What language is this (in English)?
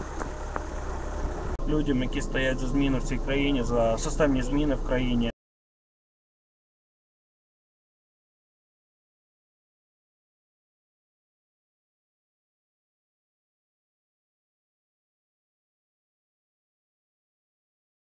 Ukrainian